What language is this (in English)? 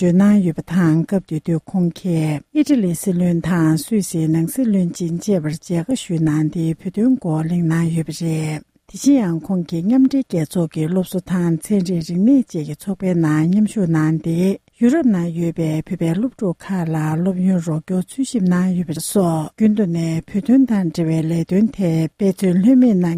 Tibetan